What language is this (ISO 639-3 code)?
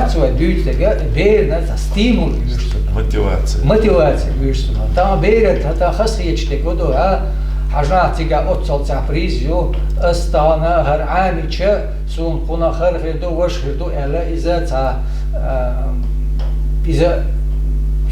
che